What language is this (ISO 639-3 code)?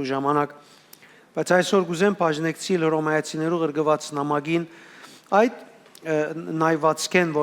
hyw